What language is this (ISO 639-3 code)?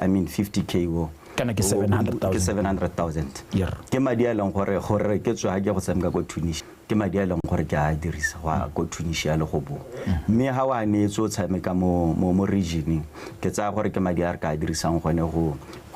tsn